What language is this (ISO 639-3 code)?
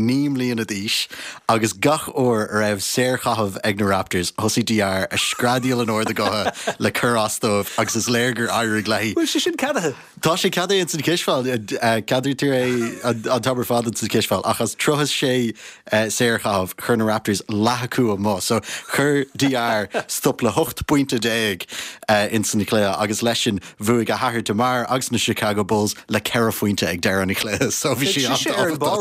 gle